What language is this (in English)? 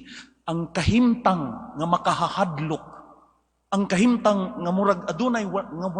Cebuano